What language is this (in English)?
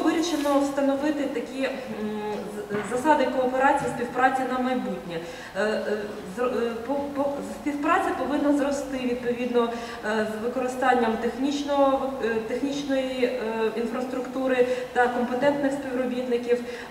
Ukrainian